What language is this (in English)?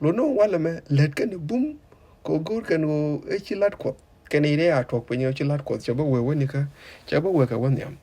Nuer